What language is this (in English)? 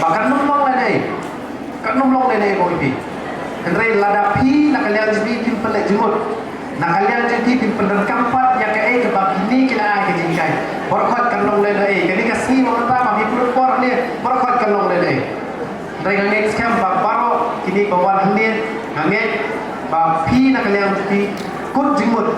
Khasi